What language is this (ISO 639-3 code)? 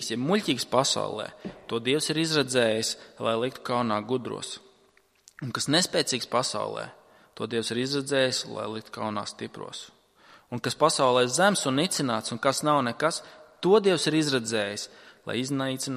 lav